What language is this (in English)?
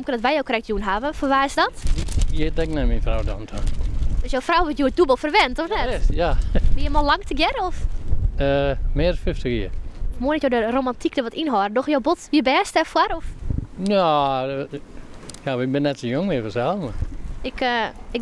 Western Frisian